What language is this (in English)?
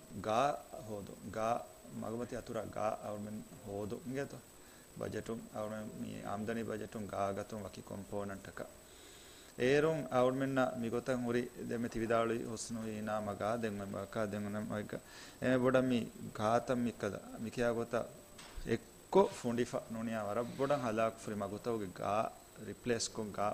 Divehi